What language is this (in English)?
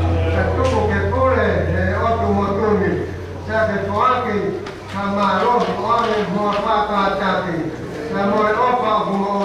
Tongan